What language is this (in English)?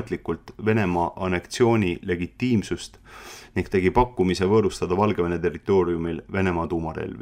Estonian